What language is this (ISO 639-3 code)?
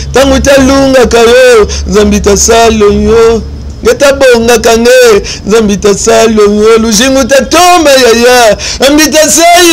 lin